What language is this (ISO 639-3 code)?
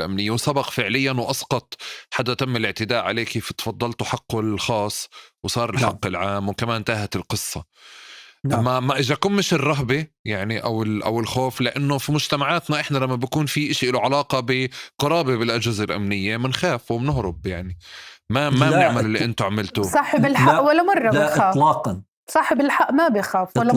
apc